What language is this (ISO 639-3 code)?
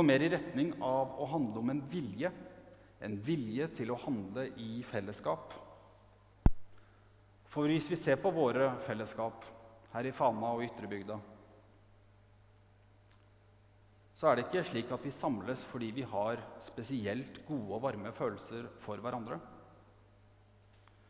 nor